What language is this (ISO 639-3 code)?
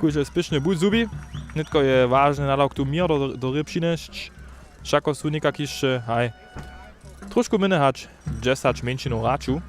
hsb